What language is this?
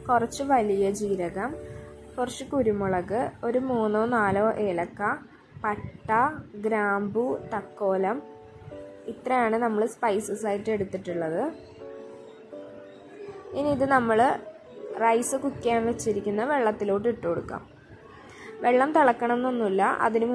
Malayalam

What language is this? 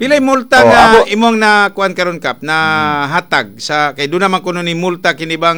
Cebuano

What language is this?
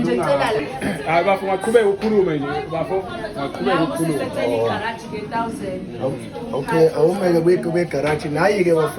Zulu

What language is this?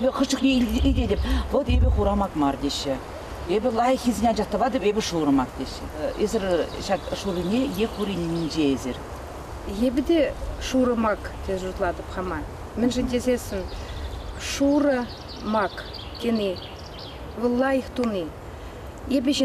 Chuvash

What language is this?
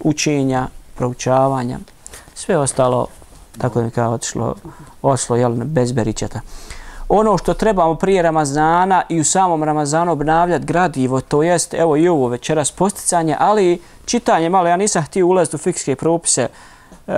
Bosnian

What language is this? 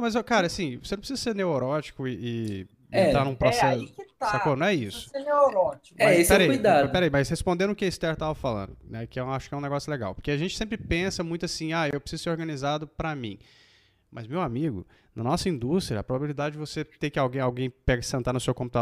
Portuguese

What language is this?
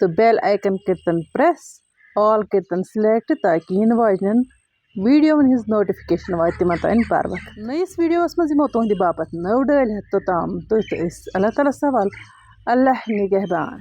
Kashmiri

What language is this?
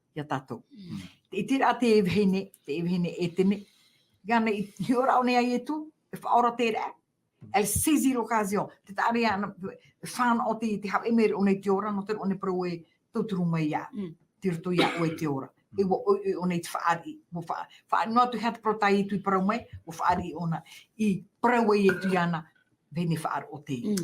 Tahitian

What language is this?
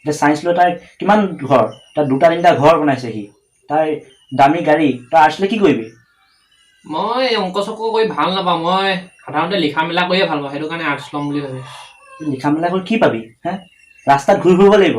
Assamese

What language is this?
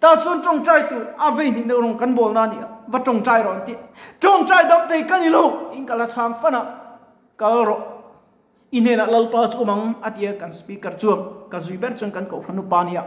Mizo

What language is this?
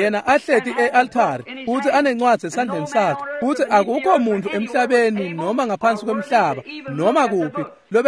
Swati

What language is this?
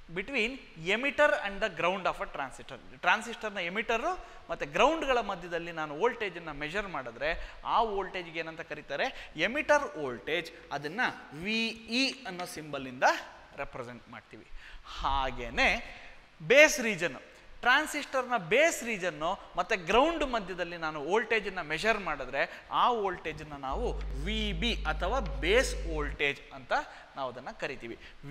Kannada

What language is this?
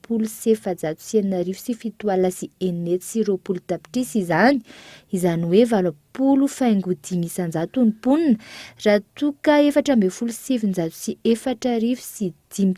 Malagasy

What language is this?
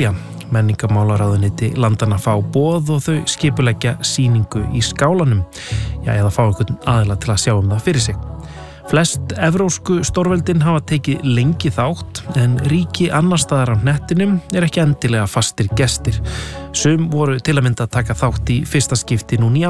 Icelandic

